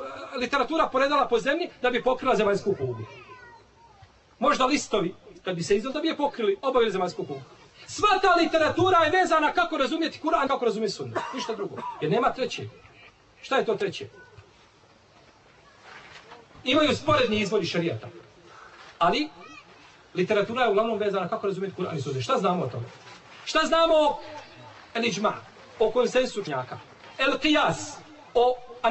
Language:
Bosnian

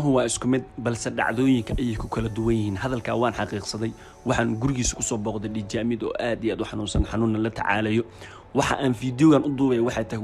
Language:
Somali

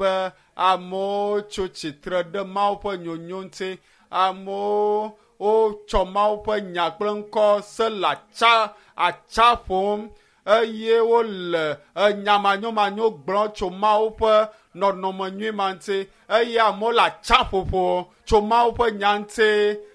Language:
Ewe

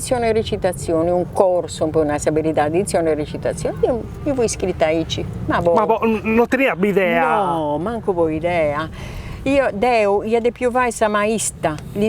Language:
Sardinian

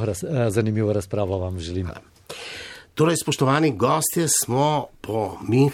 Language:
Slovenian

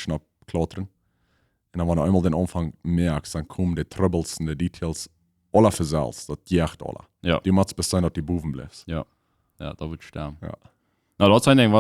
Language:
Plautdietsch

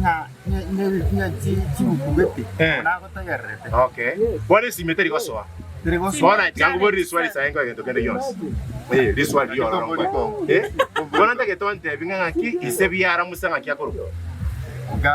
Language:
Gusii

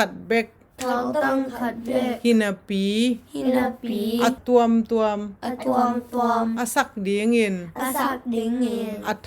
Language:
Tedim Chin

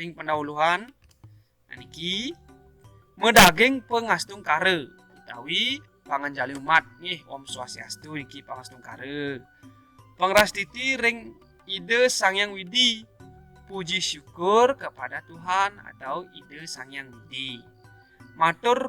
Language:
Balinese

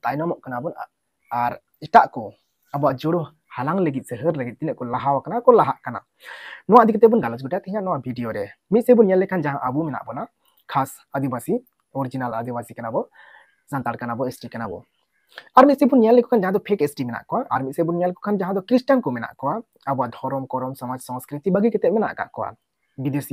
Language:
Santali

